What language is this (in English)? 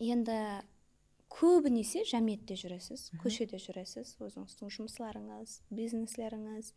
Kara-Kalpak